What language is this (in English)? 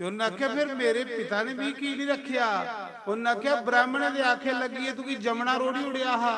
Dogri